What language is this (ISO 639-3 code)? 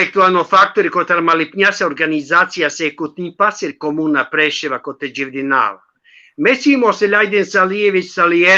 rmn